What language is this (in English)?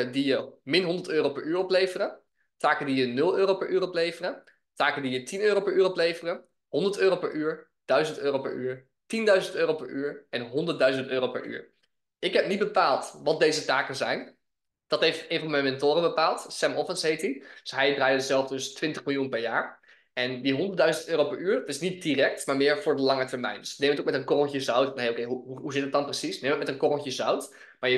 Dutch